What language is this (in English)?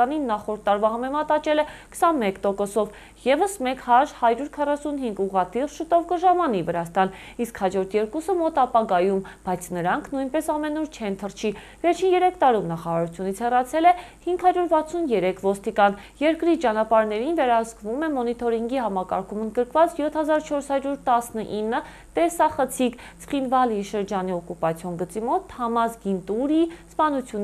Armenian